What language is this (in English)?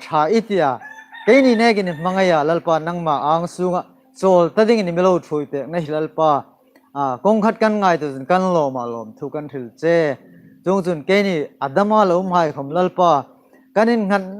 Hmar